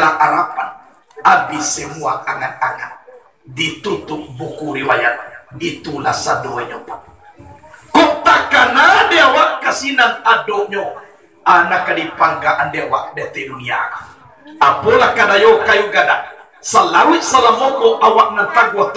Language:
Minangkabau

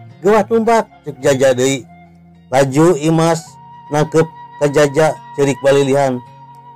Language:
Sundanese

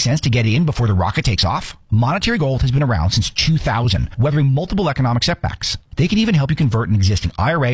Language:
English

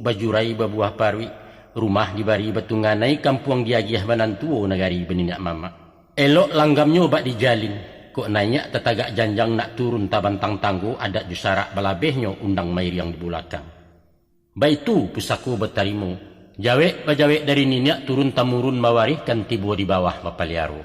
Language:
Minangkabau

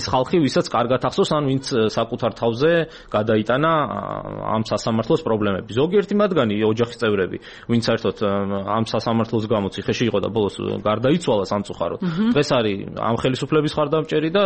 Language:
Georgian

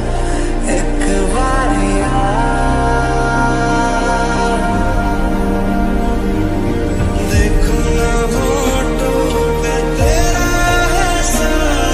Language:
Hindi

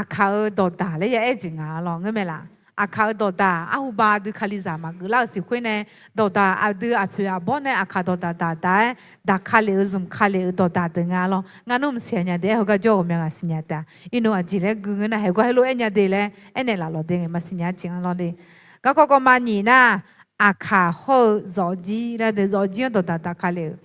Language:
Akha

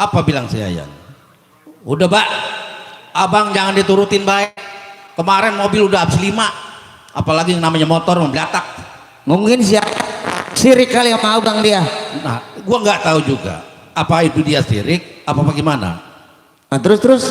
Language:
Betawi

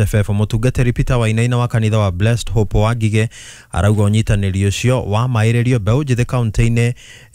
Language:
Kikuyu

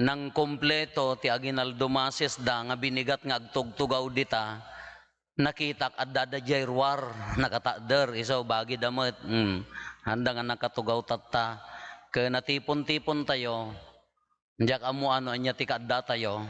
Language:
Iloko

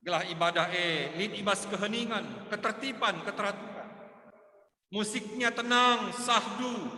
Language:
Batak Karo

